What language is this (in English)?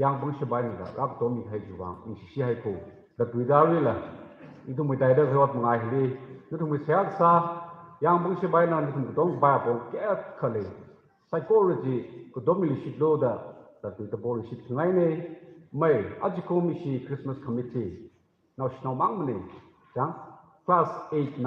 Tangkhul Naga (India)